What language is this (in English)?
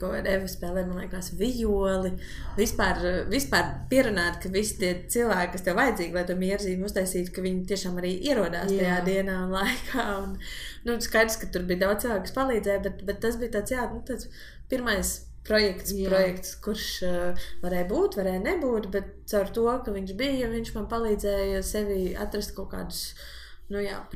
Latvian